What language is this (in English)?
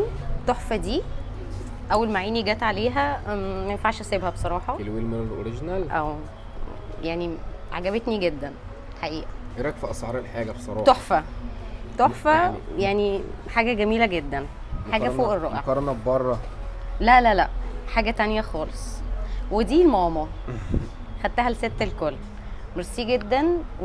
Egyptian Arabic